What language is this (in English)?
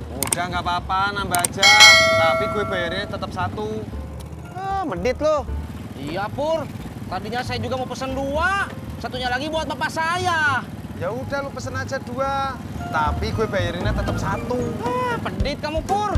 Betawi